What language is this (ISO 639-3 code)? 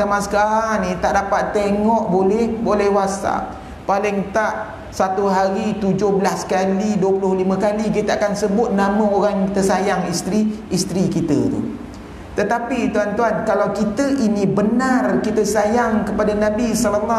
msa